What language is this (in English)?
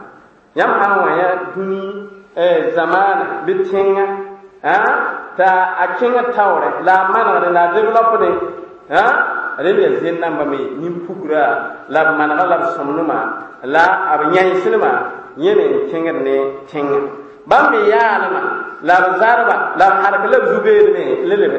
Mossi